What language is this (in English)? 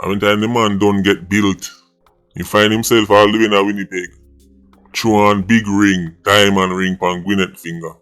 Jamaican Creole English